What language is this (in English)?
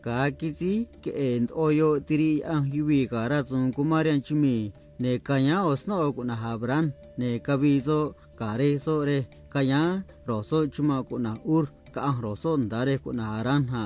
Copala Triqui